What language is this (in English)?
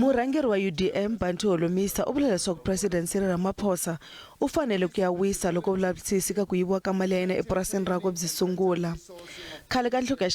Tsonga